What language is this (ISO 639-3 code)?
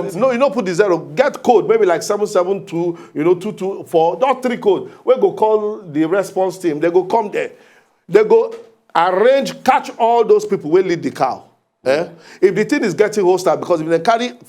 pcm